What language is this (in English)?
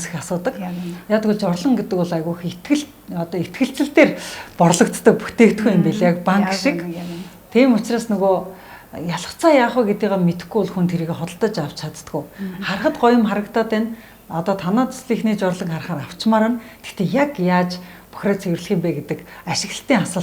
Mongolian